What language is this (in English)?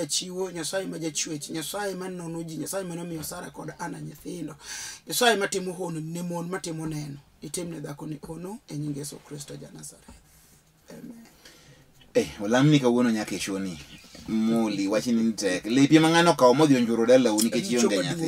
Luo (Kenya and Tanzania)